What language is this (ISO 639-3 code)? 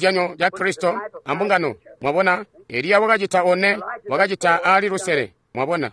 toi